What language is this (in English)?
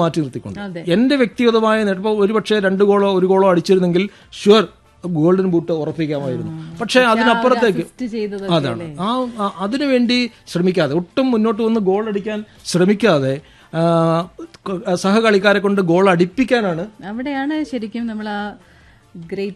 Malayalam